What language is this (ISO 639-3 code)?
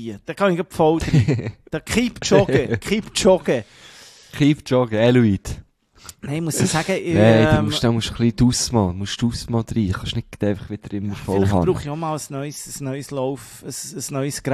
deu